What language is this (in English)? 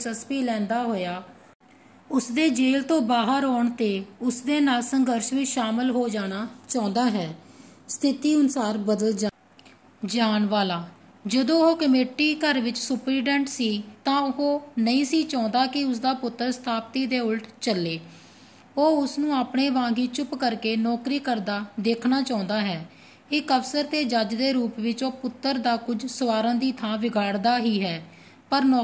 Punjabi